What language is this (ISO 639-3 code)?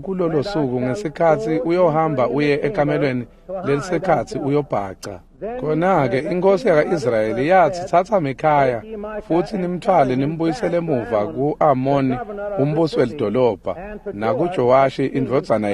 ssw